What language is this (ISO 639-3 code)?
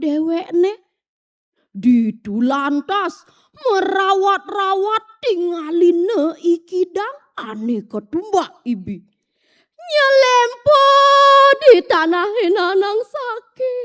ban